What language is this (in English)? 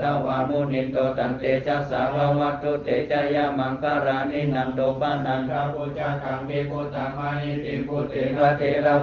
Pali